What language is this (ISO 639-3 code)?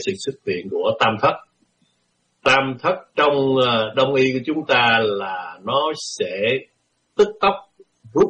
vie